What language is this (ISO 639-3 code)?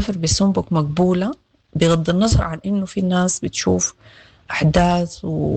apd